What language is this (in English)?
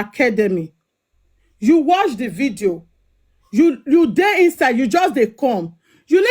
Nigerian Pidgin